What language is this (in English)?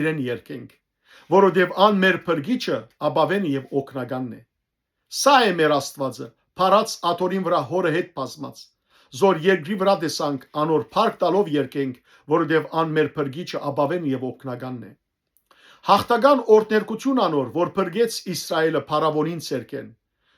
Western Armenian